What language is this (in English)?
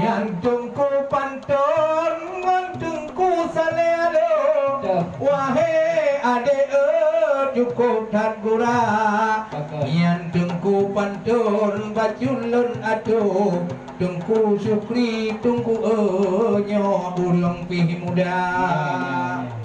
Achinese